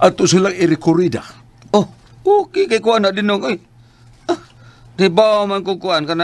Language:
Cebuano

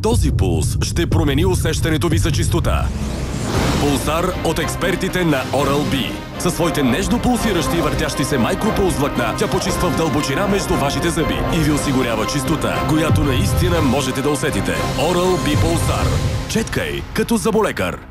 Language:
Bulgarian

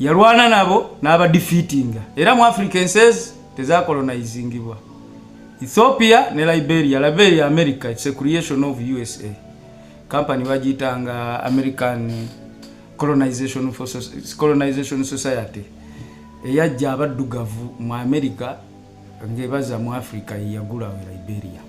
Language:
Ganda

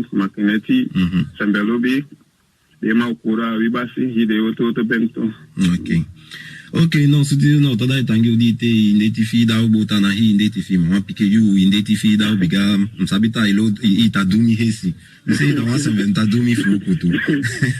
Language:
Saramaccan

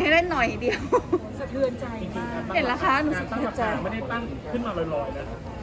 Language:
Thai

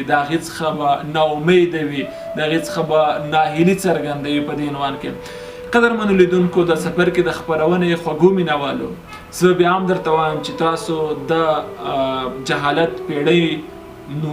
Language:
Pashto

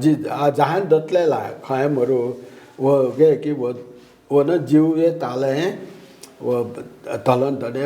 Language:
Newari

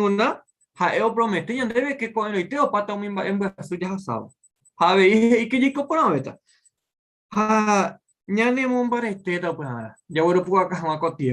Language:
Guarani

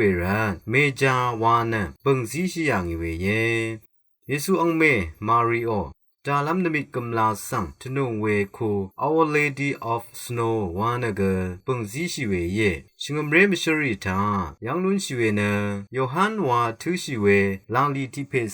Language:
Rawang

